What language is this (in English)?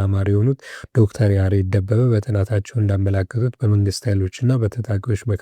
Amharic